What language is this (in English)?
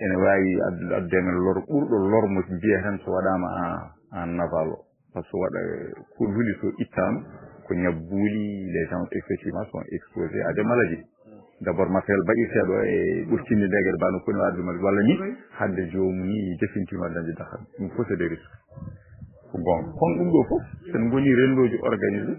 Fula